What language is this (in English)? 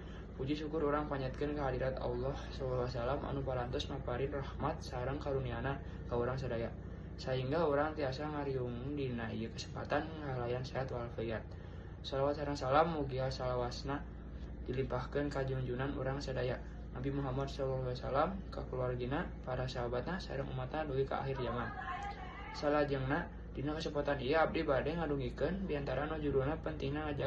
Sundanese